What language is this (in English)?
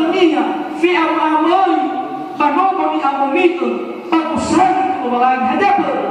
Nias